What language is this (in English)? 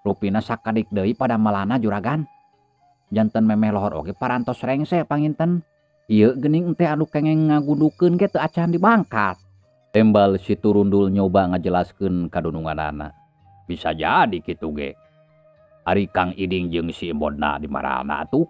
Sundanese